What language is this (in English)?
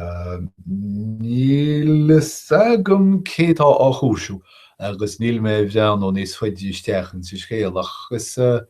Irish